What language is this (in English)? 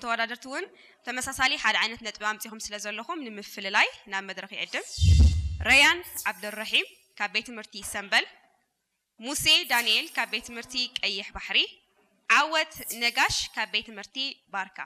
Tigrinya